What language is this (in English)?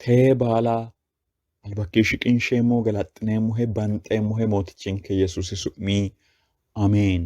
Sidamo